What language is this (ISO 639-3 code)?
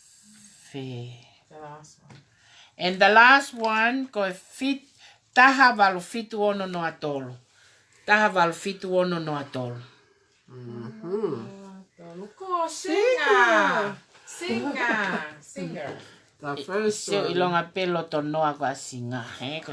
ton